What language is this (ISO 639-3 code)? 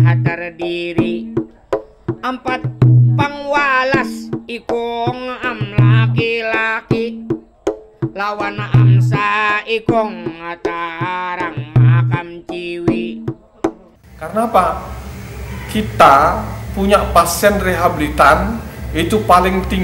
bjn